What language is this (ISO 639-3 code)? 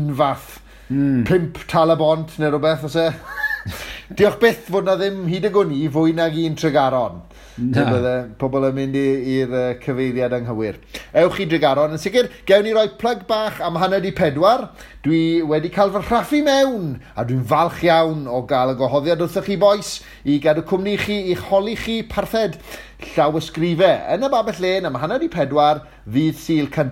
cym